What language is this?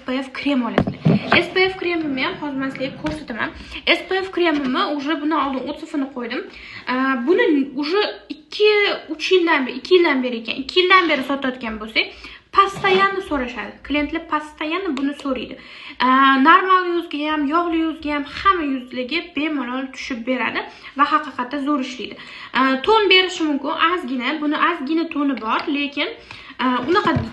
Uzbek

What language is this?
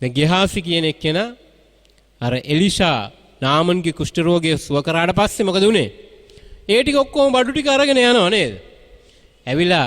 Sinhala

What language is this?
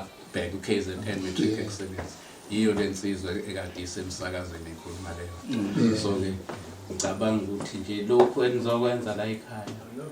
Zulu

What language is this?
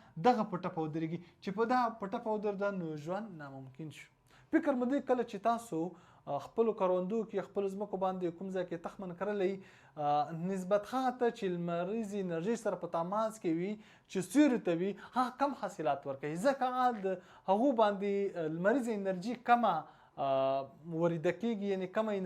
Pashto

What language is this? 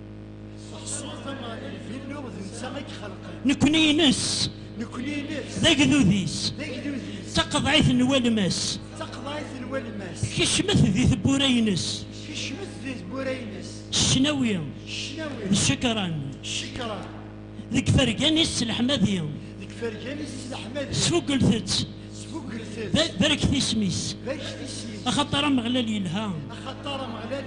Kabyle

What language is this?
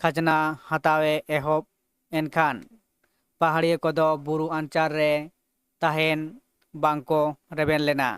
Santali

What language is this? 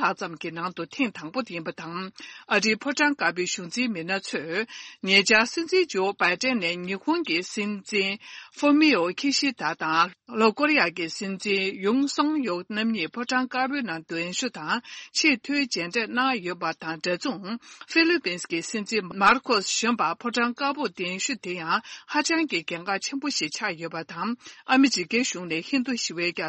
Tibetan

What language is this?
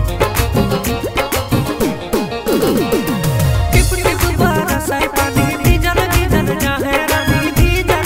Bhojpuri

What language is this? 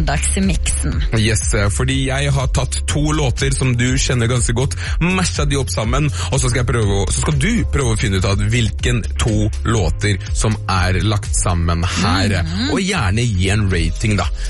Norwegian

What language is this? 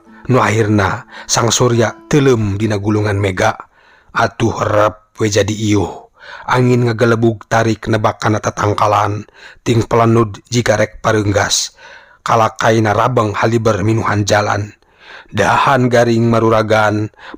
Sundanese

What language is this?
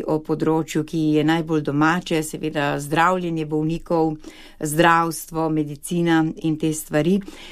Slovenian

